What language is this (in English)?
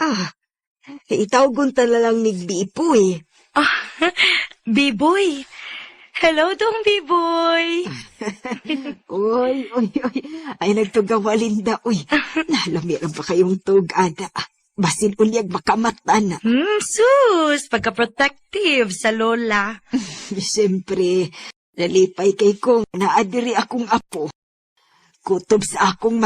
Cebuano